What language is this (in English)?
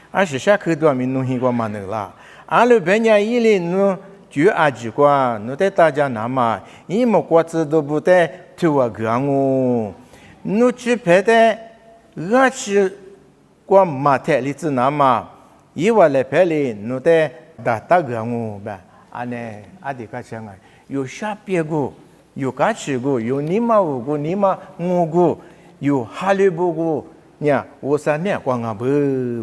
Lisu